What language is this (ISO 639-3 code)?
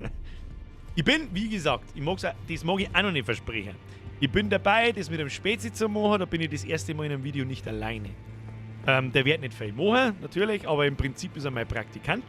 bar